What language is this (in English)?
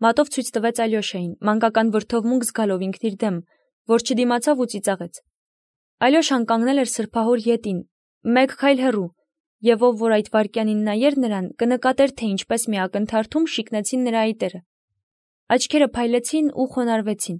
Armenian